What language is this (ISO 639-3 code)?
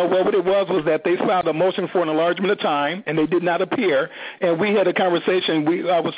eng